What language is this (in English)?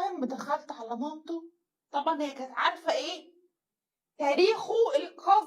Egyptian Arabic